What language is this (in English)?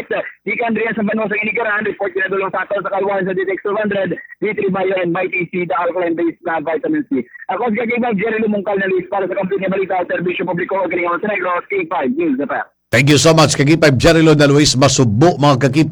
Hiligaynon